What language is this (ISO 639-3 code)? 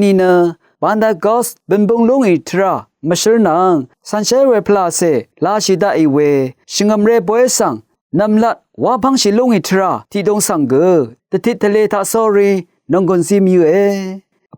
raw